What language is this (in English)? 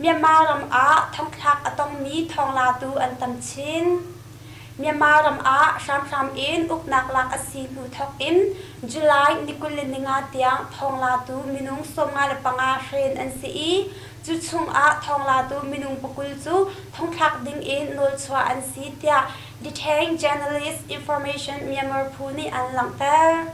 Hakha Chin